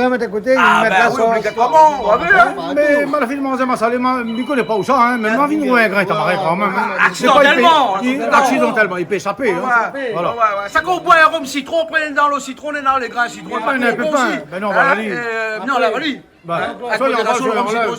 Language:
Réunion Creole French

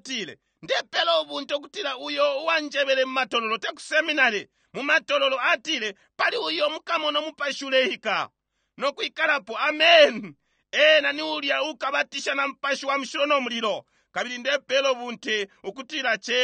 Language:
Bemba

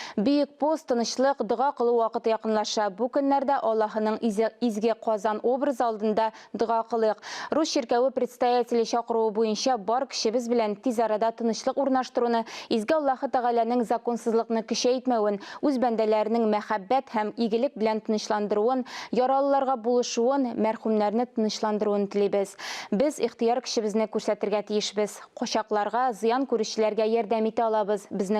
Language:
Tatar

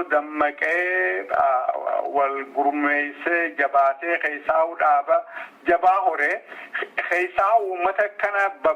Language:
Oromo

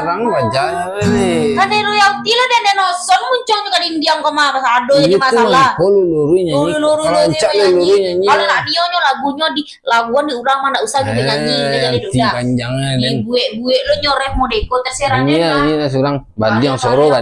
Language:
Minangkabau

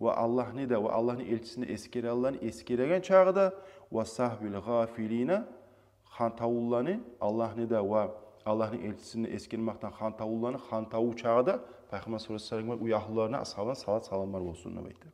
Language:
Kumyk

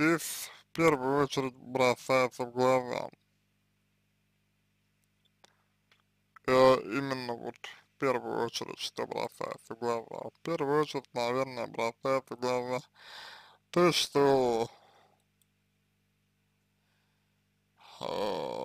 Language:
Russian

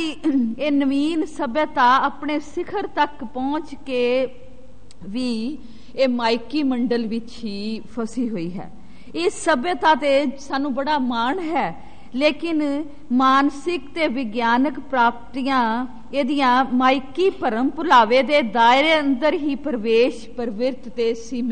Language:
Punjabi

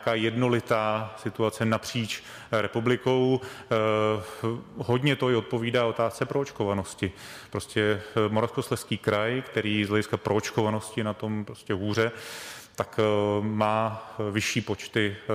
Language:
Czech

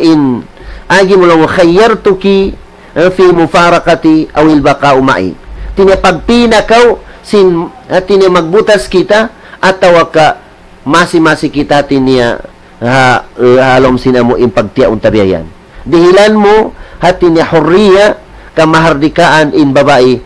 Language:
Tausug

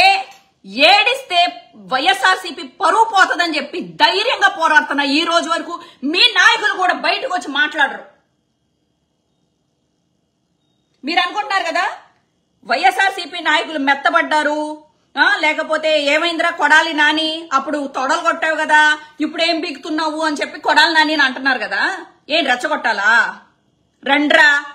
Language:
Telugu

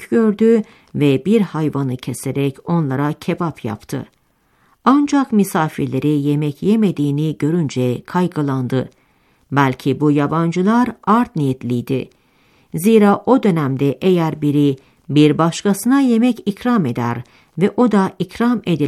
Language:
Turkish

